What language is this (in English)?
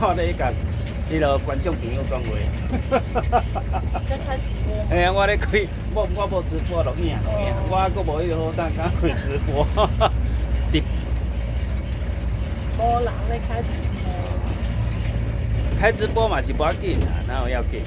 Min Nan Chinese